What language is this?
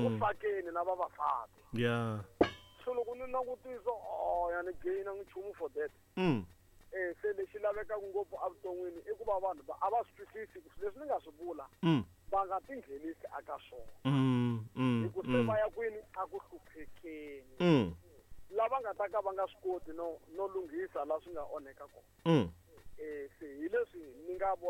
Tsonga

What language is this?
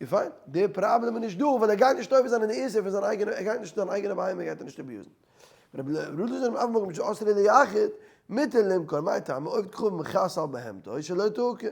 Yiddish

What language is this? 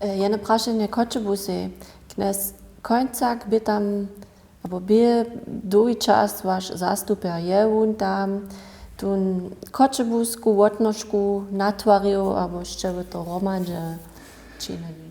Upper Sorbian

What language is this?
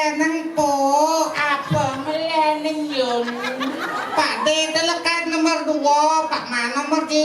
Balinese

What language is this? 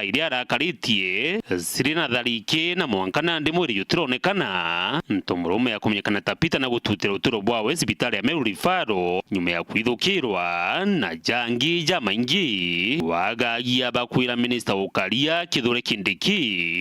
Meru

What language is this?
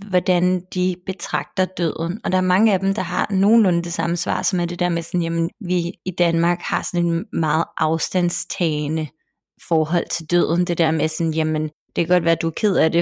Danish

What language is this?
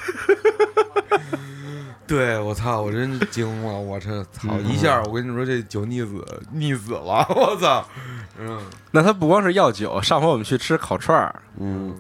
Chinese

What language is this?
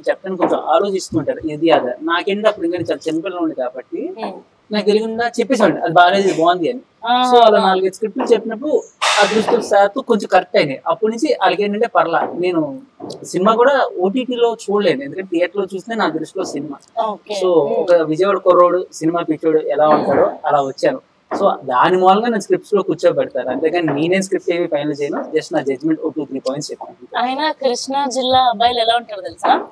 Telugu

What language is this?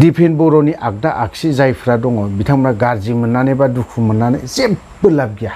Bodo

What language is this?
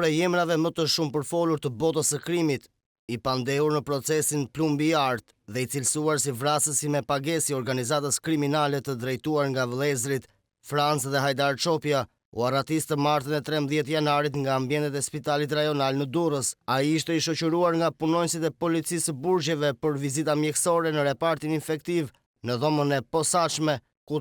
Albanian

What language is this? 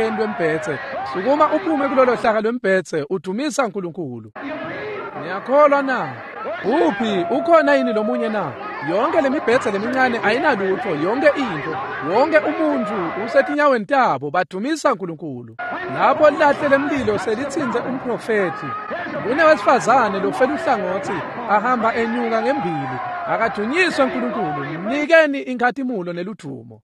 Swati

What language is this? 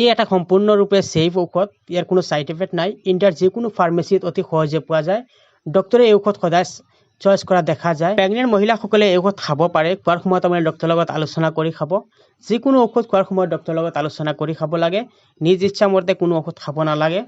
Assamese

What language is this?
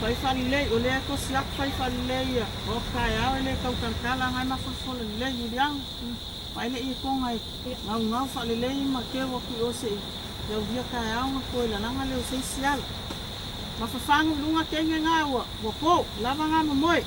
Samoan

